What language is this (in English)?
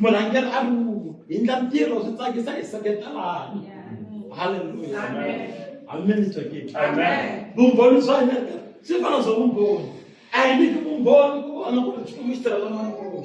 Tsonga